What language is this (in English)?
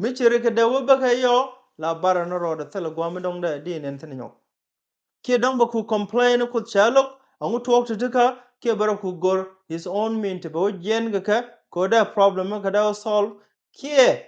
Nuer